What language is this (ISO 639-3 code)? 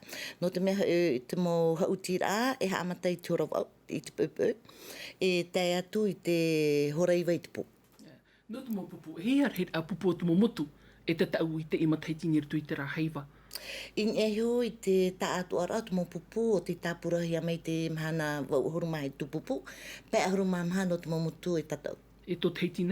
tah